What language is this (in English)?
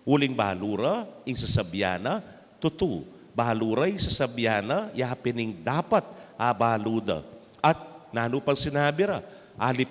Pampanga